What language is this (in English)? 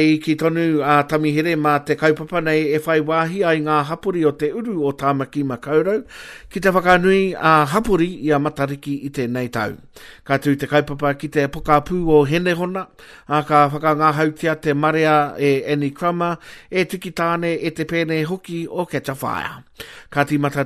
Māori